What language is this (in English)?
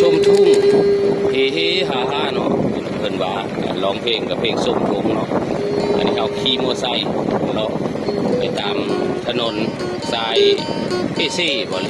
Northeastern Thai